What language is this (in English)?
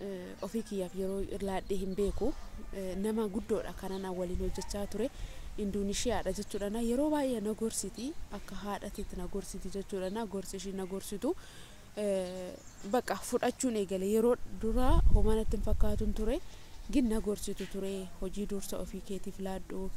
Oromo